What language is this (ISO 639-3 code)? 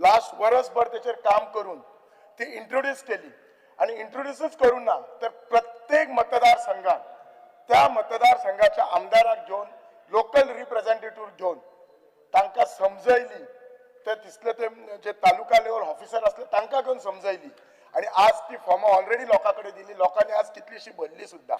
kok